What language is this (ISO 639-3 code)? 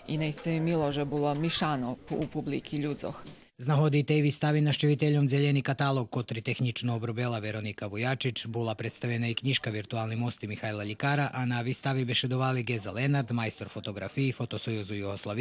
rue